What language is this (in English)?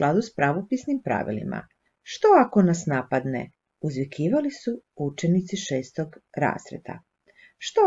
Croatian